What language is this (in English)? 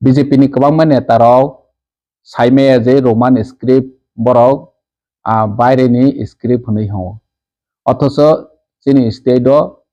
Kok Borok